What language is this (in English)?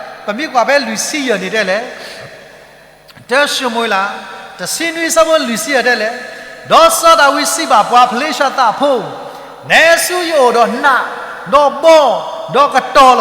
S'gaw Karen